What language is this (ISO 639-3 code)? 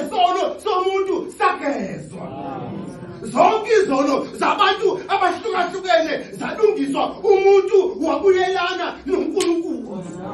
zul